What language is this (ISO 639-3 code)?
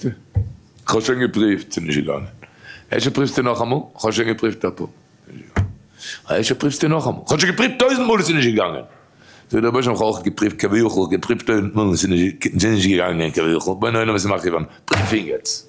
yid